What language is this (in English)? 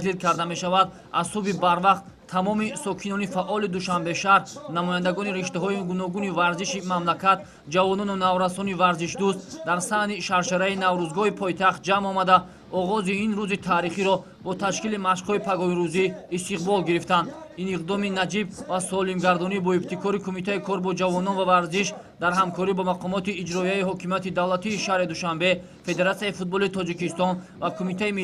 Tajik